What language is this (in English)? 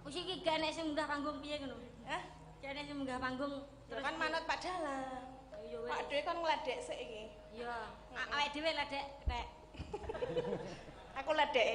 Javanese